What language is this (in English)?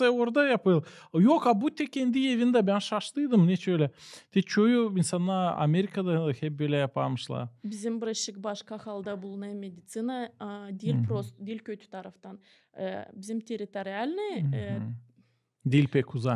Gagauz